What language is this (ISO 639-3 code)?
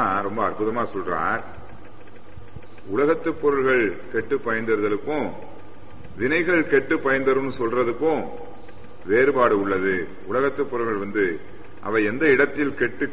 tam